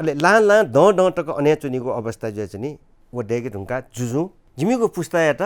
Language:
Newari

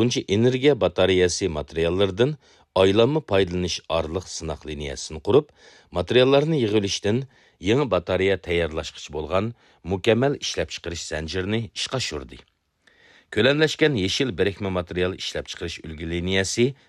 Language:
Uyghur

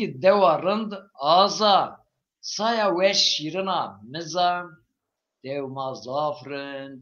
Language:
Zaza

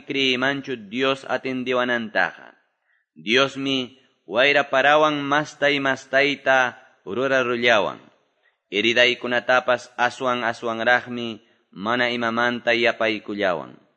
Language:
Quechua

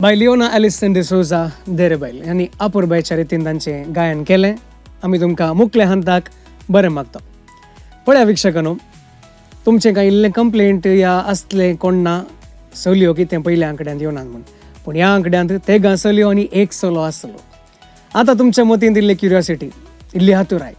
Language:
Konkani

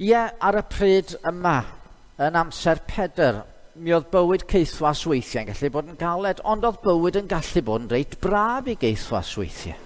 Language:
Welsh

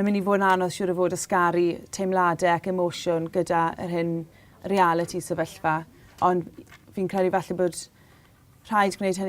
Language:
Welsh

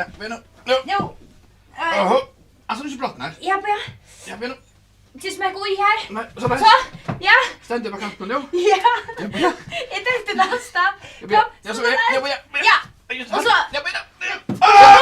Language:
Faroese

